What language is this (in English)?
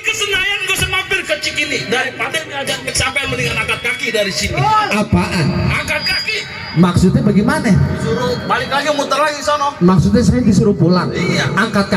Betawi